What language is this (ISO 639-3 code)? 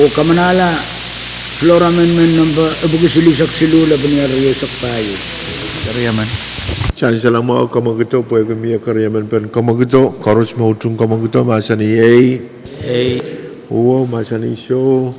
pon